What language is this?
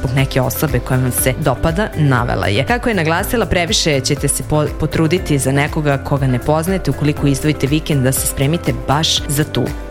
Serbian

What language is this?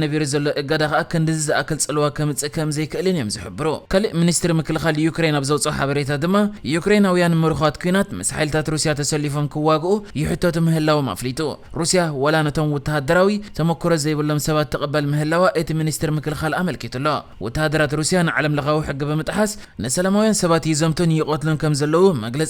Tigrinya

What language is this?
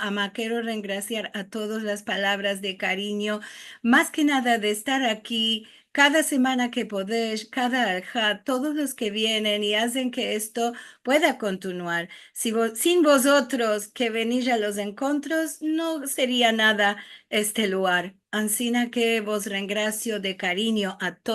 Ladino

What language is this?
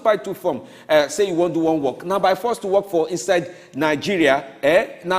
Nigerian Pidgin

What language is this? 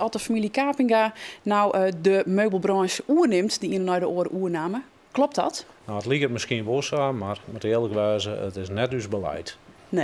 Western Frisian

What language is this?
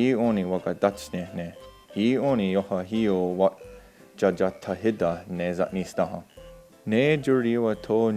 Mohawk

